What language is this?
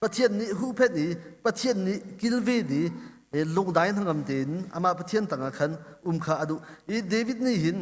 Hakha Chin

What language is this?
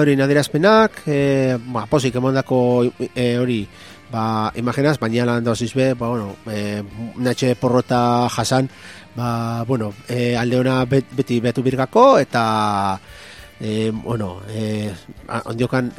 Basque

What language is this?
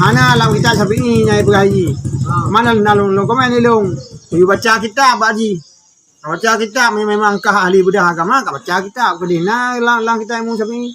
Achinese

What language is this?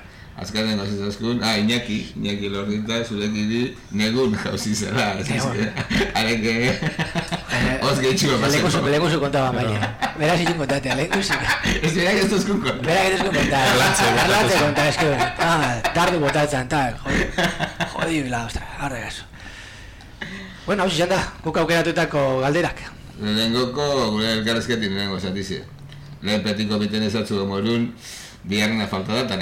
Basque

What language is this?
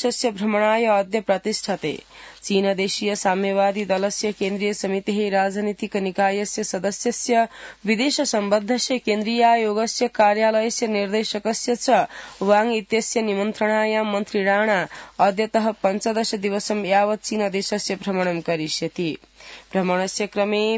Sanskrit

